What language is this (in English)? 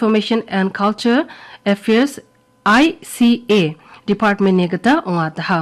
Garo